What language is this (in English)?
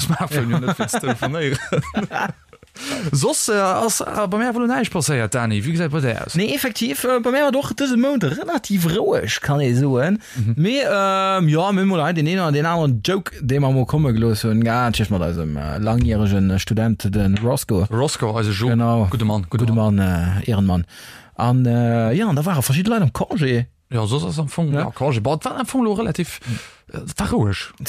Luxembourgish